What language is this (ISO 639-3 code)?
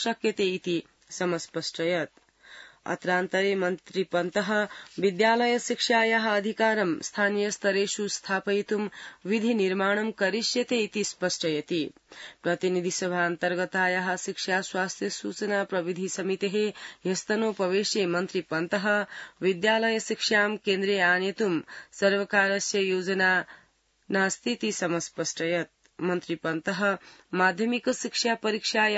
san